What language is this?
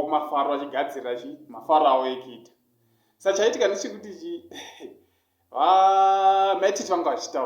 Shona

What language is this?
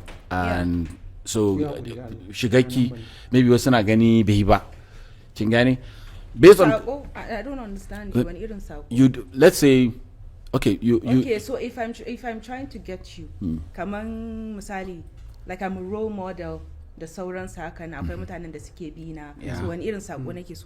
Hausa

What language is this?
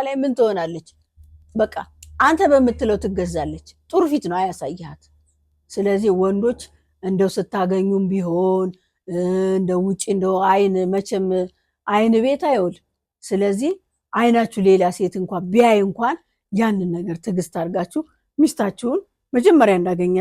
Amharic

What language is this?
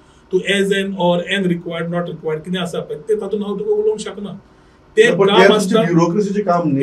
Konkani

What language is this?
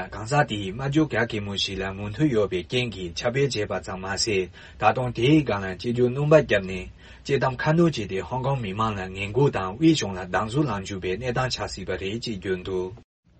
Tibetan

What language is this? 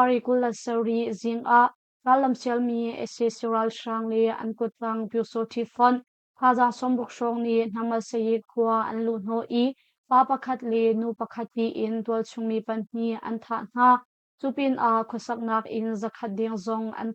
Hakha Chin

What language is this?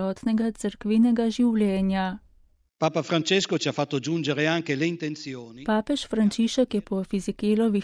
Slovenian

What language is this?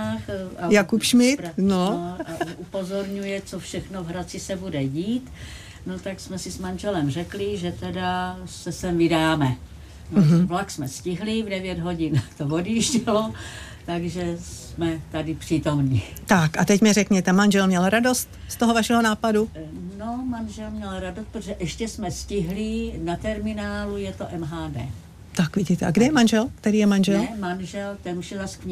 Czech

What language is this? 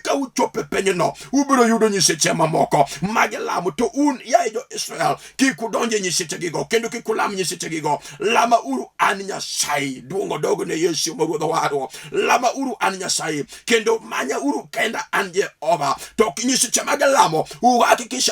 Luo (Kenya and Tanzania)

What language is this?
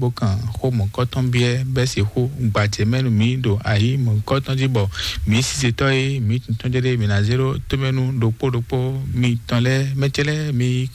Fon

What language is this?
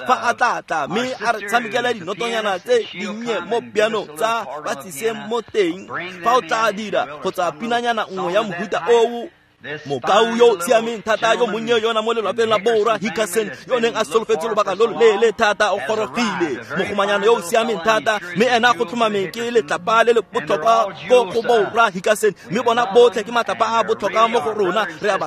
Tswana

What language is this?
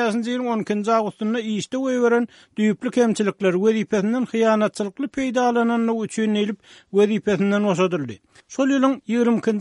Turkmen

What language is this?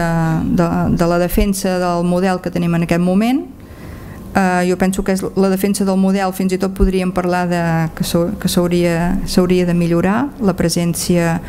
Catalan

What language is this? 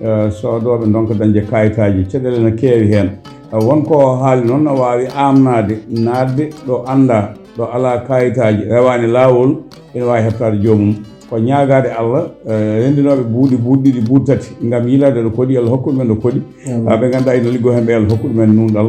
Fula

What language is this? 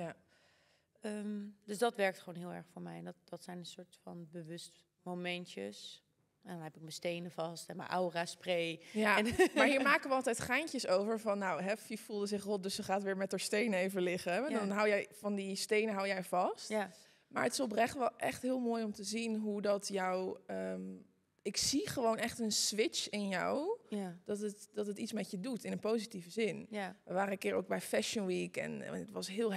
Dutch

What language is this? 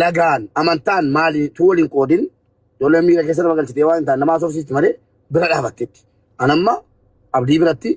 Oromo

